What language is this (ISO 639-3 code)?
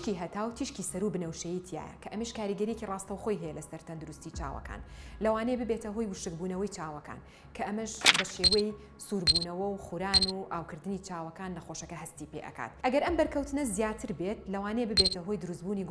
ckb